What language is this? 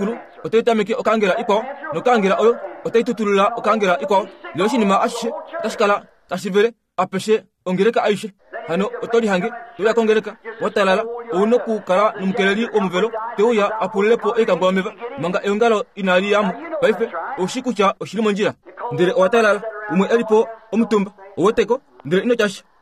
Kuanyama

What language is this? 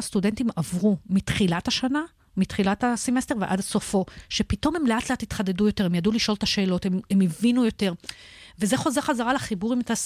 Hebrew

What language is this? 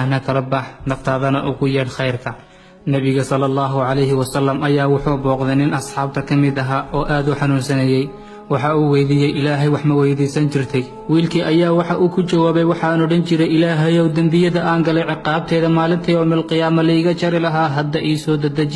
Somali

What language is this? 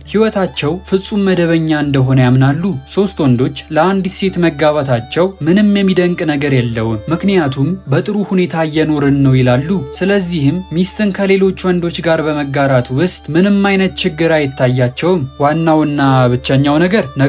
Amharic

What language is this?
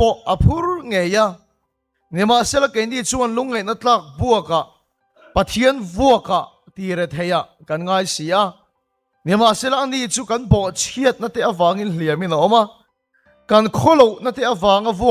Mizo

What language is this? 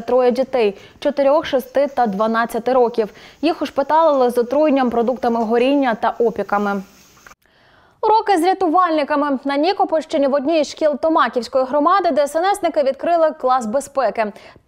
Ukrainian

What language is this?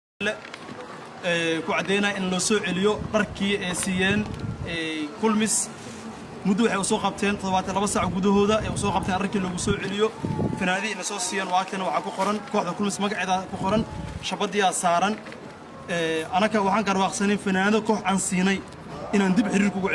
Somali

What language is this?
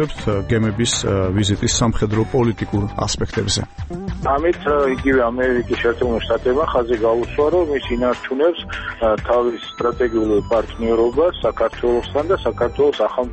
Georgian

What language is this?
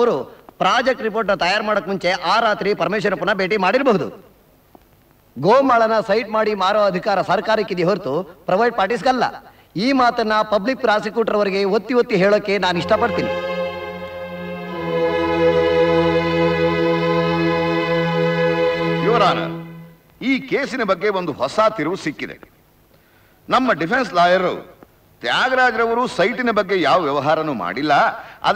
Kannada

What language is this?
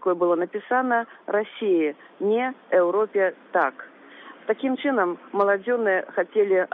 Belarusian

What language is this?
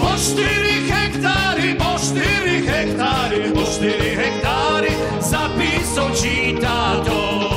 Silesian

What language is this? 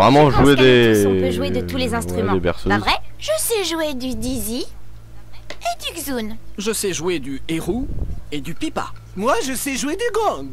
French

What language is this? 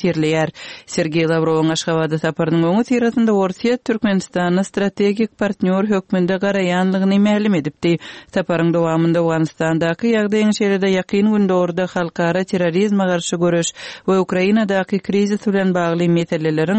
Turkmen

